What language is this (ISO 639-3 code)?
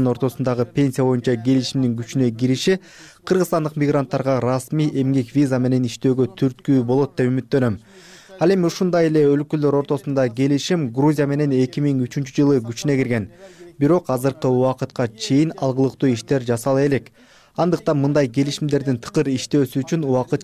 kir